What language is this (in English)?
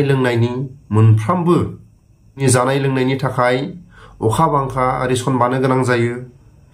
Bodo